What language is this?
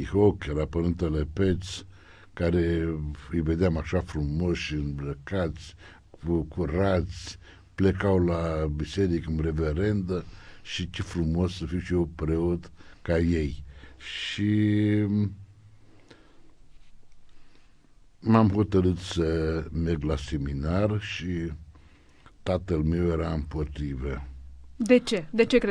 Romanian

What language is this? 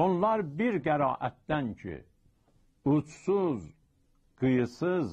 South Azerbaijani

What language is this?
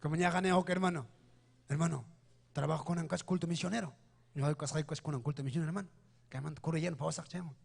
Ayacucho Quechua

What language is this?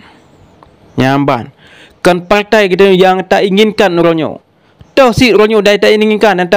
Achinese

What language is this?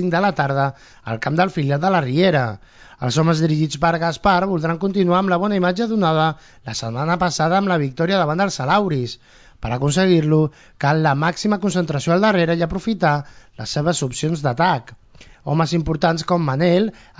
Catalan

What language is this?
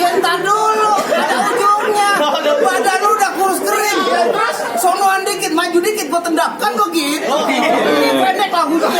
Betawi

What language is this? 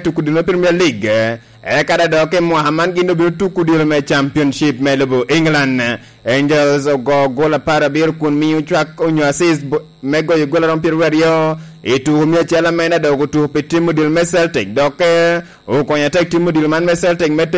Lango (Uganda)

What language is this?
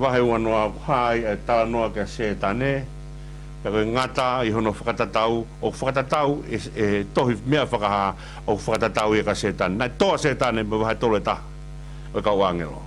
Tongan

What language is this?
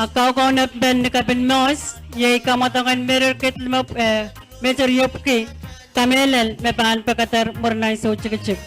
Pohnpeian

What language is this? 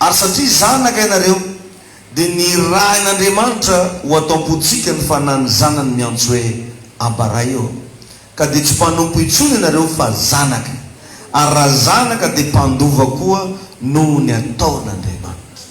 Malagasy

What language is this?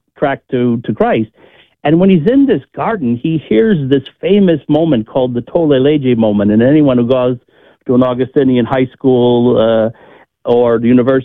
English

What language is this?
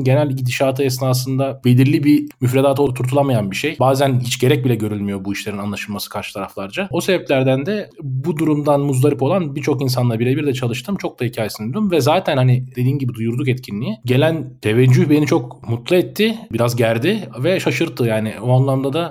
Turkish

